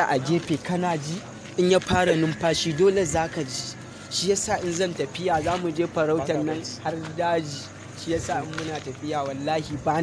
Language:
Hausa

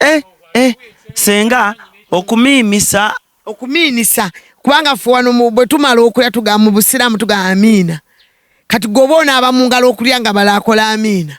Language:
Ganda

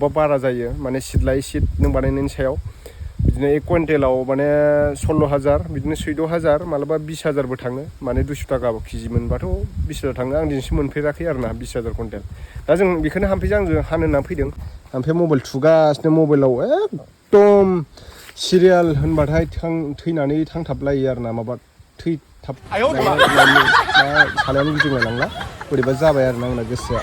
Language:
Bodo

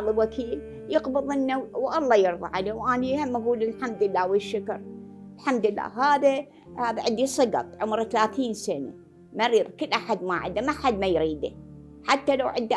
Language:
Mesopotamian Arabic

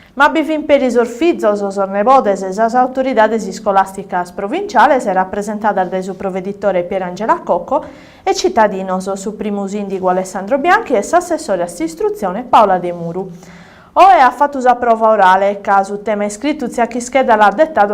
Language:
Sardinian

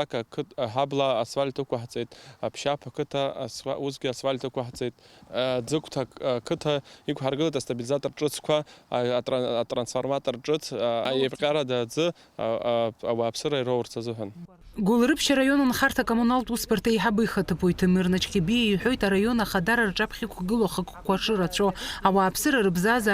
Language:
Abkhazian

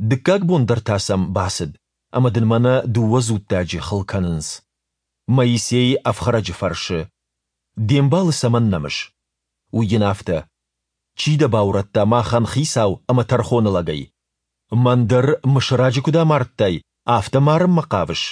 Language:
Ossetic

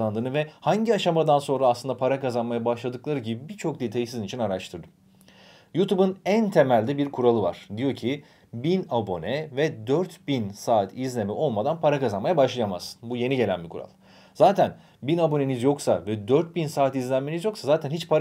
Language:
Turkish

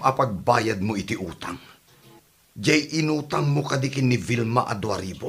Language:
Iloko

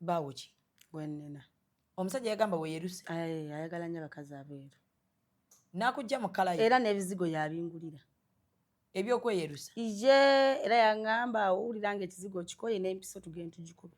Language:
Ganda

